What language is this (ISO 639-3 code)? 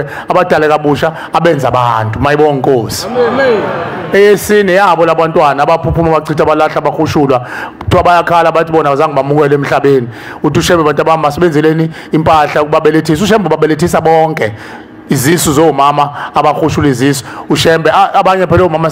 zul